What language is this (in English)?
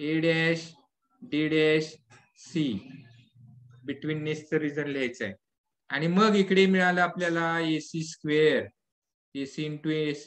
Marathi